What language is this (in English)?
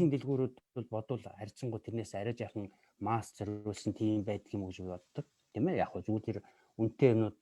Mongolian